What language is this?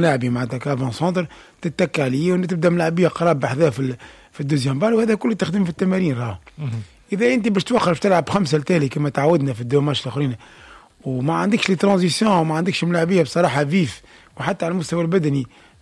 Tunisian Arabic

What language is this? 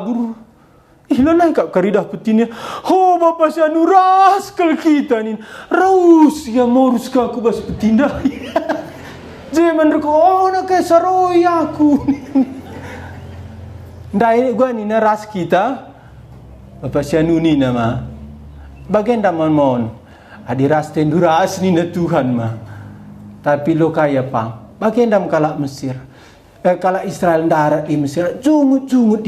Batak Karo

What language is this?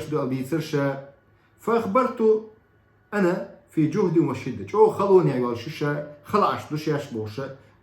Chechen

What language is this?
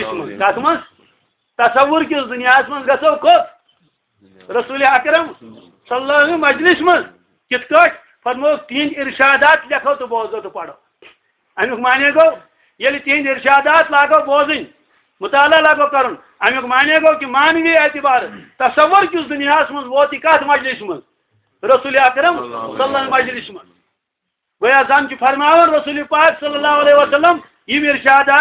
Kashmiri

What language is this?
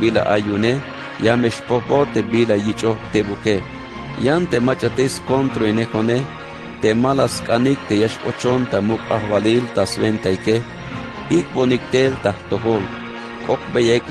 Tzeltal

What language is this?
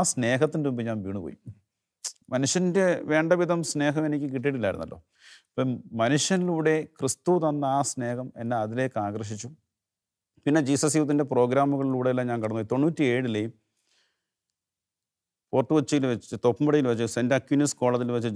Malayalam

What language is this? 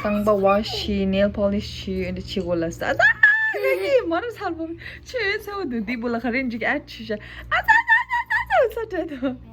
Tibetan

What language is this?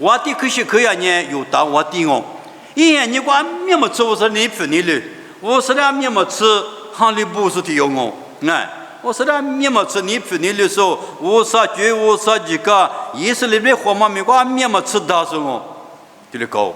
Lisu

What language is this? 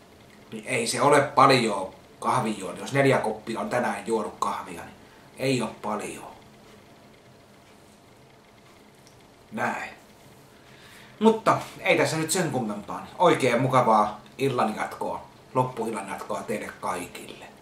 Finnish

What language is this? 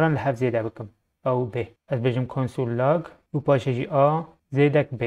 Kurdish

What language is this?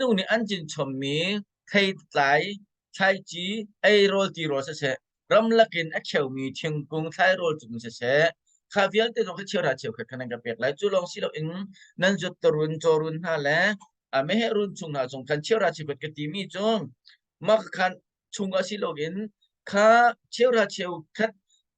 Hakha Chin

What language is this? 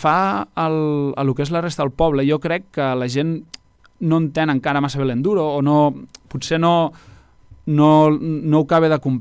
Catalan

